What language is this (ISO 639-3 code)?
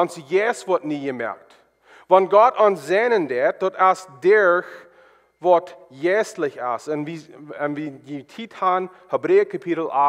pdt